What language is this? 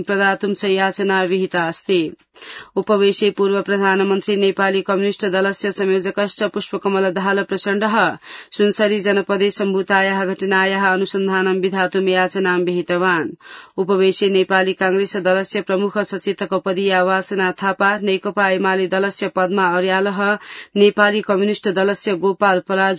Sanskrit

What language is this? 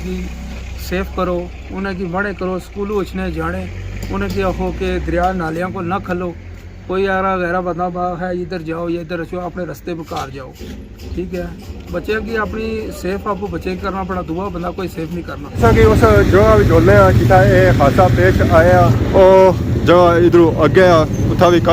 Pahari-Potwari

